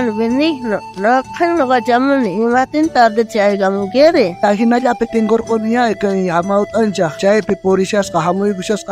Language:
South Bolivian Quechua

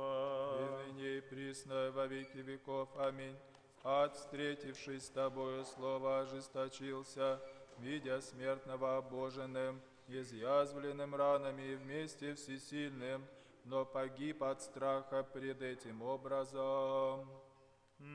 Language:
Abkhazian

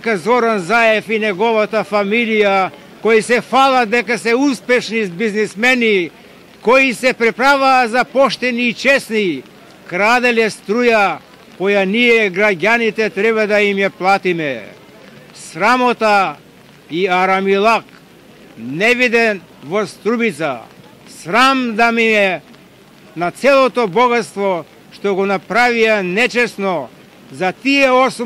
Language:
Macedonian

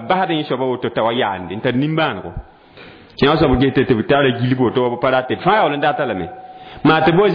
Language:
Mossi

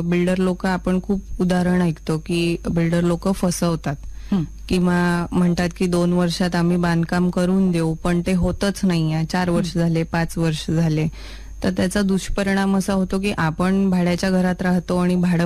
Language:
Marathi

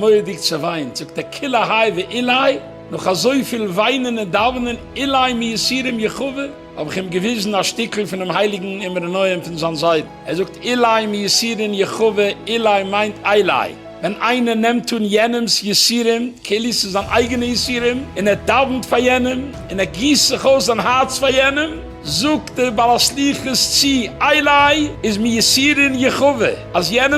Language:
Yiddish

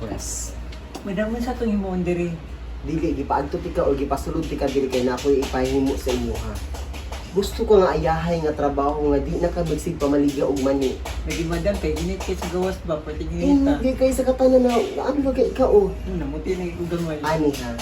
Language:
Cebuano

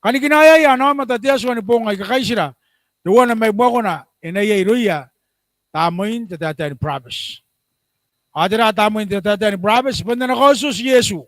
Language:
Gilbertese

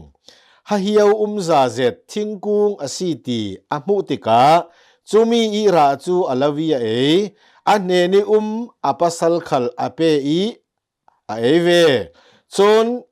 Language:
Hakha Chin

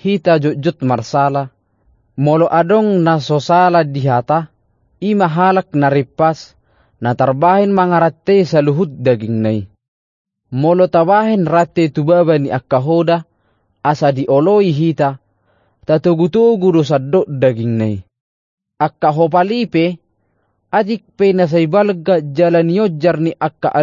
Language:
Batak Toba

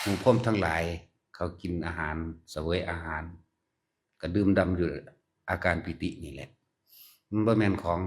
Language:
Northeastern Thai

